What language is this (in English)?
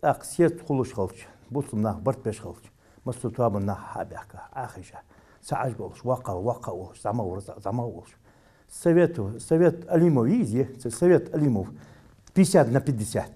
Ingush